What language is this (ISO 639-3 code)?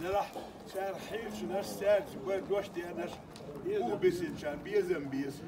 che